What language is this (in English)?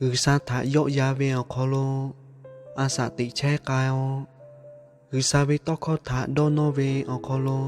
Lahu